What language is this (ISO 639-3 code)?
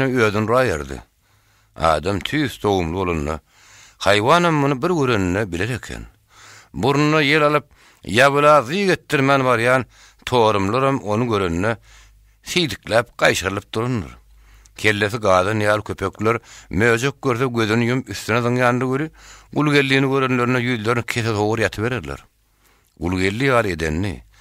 tuk